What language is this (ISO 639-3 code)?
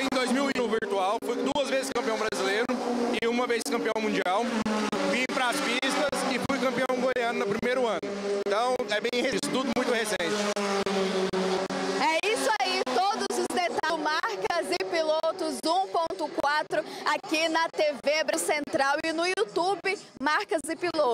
por